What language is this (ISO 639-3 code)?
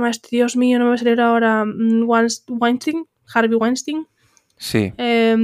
glg